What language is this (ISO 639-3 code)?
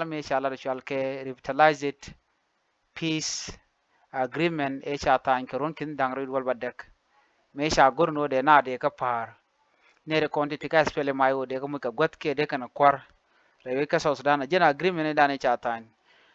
nus